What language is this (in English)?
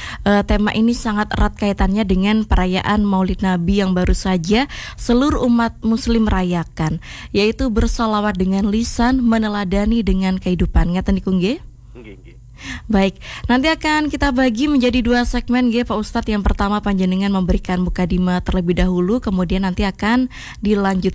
Indonesian